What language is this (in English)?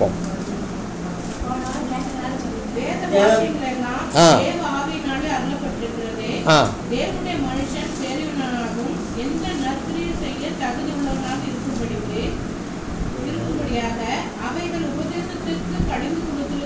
Tamil